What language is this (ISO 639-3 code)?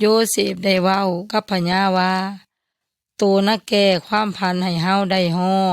yoy